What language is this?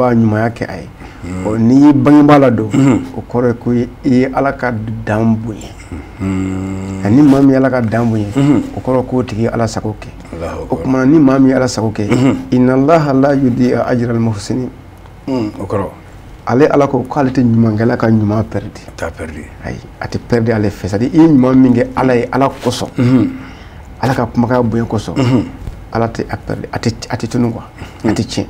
Bambara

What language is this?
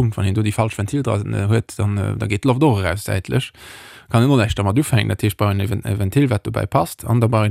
Luxembourgish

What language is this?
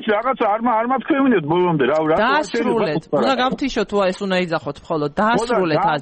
Georgian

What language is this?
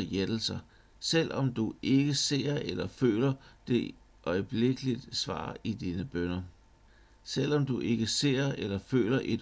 Danish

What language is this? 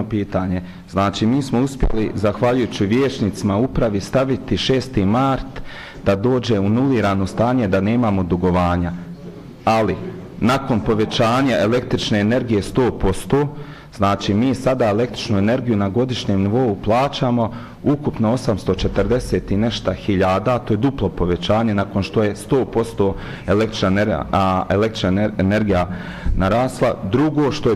Bosnian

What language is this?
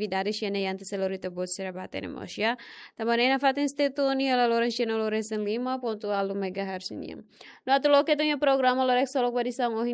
Tetum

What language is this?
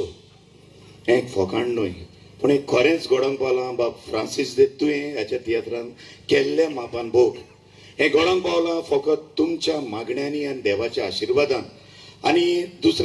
Konkani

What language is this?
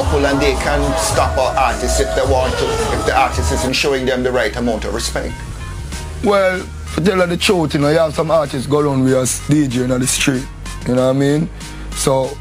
Jamaican Creole English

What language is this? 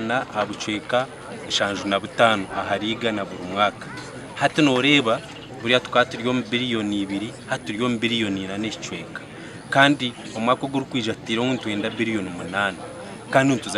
Nyankole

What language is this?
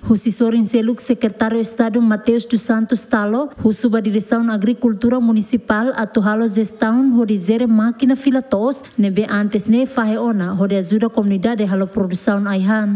Tetum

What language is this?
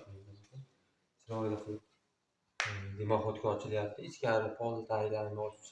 Uzbek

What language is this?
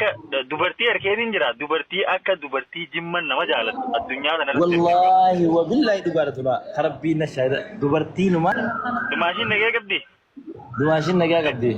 Oromo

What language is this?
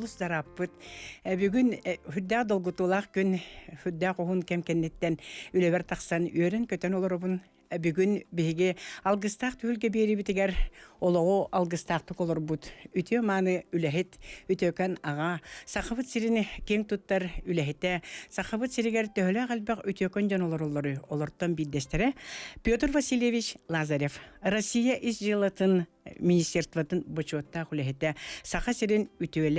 Yakut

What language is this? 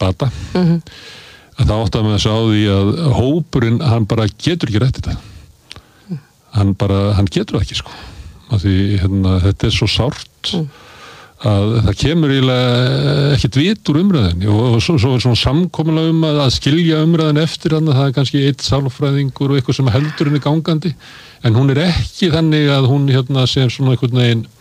Icelandic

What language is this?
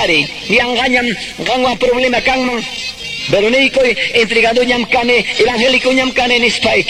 Quechua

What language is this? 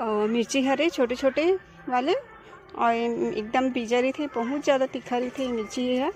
Chhattisgarhi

